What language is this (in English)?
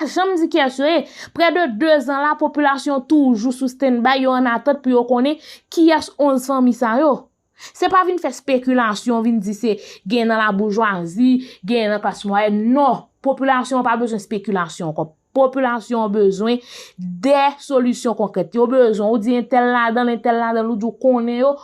Haitian Creole